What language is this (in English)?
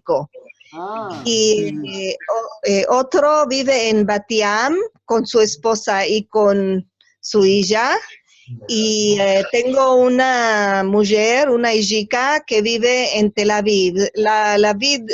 Ladino